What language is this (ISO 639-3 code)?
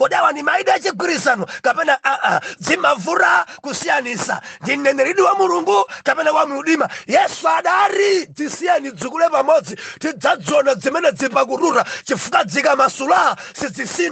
nya